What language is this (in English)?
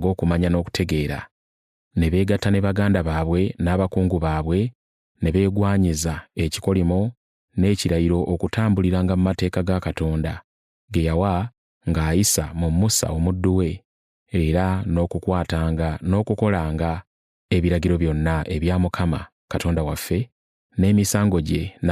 Ganda